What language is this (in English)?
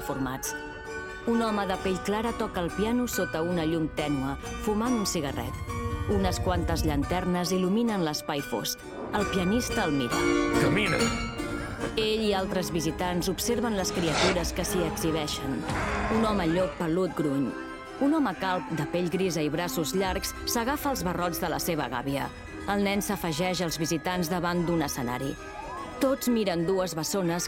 Catalan